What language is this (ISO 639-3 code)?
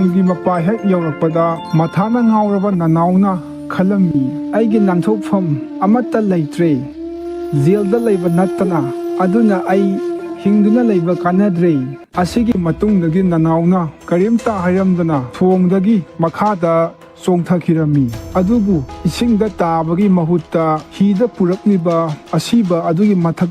mni